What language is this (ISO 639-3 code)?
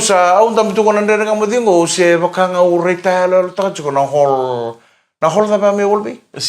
fij